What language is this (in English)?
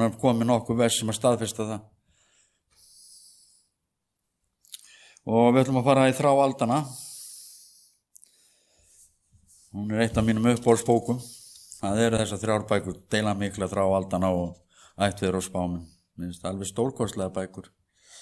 Icelandic